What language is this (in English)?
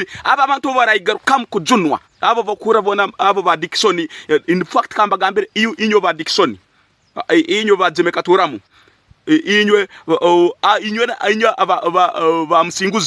Tooro